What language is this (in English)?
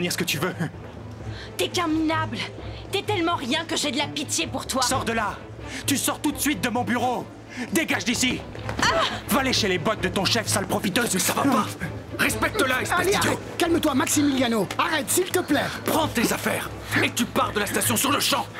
French